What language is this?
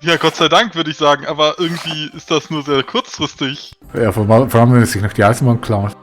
Swiss German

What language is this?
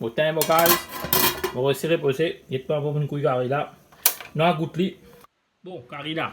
Morisyen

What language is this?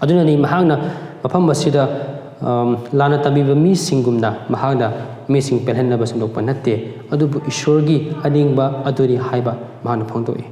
Manipuri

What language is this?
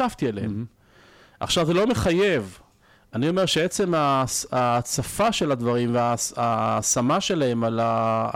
Hebrew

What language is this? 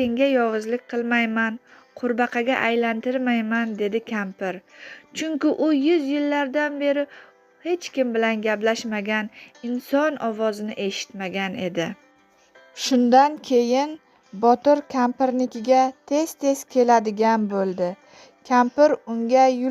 Uzbek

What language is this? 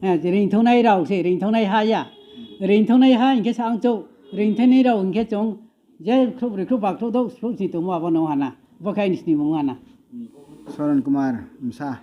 Riang (India)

